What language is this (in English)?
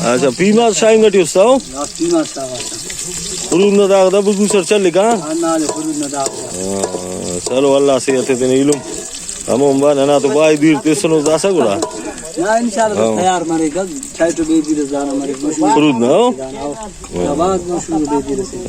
Brahui